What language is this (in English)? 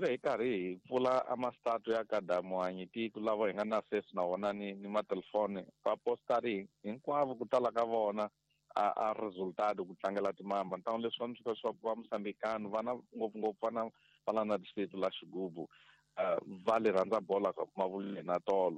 Tsonga